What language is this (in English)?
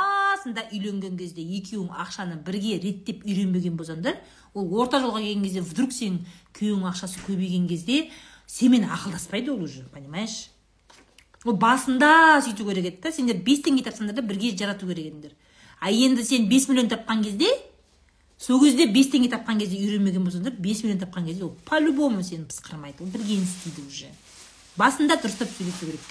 Kazakh